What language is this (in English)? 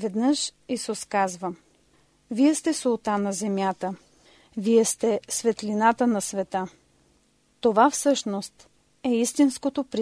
Bulgarian